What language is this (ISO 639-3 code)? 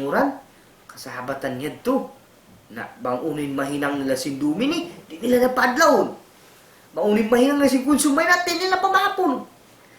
tsg